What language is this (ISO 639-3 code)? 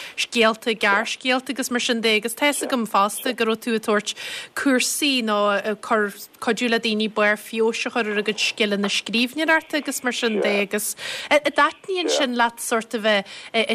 gle